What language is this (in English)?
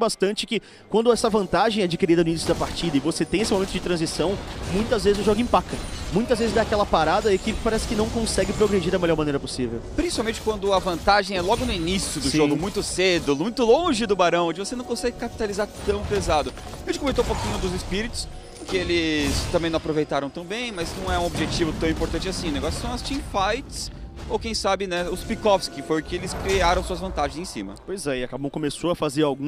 Portuguese